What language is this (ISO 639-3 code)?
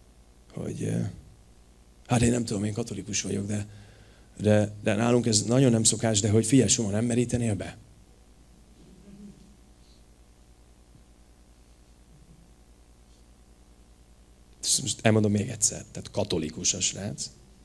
hun